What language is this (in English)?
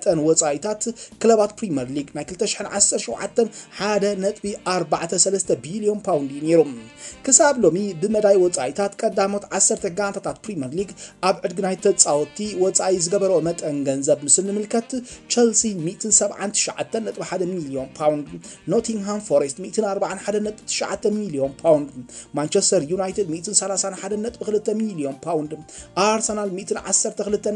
Tigrinya